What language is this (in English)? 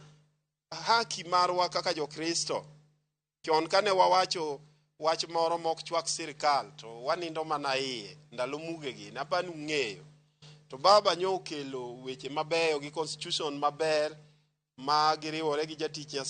Luo (Kenya and Tanzania)